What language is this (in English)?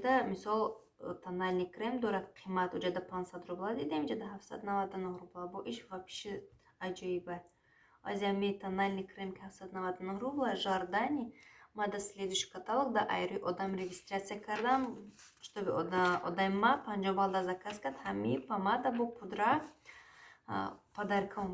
Tajik